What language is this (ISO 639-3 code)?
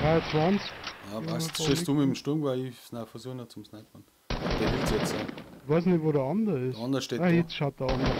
bar